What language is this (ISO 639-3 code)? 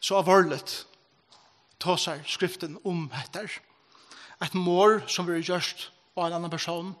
fao